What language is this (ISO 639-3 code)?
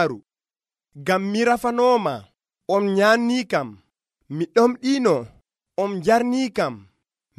fuv